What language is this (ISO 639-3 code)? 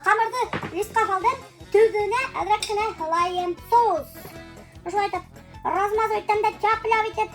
bak